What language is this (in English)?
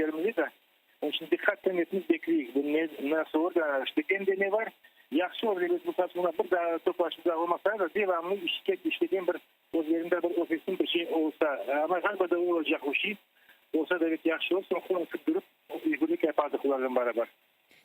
Crimean Tatar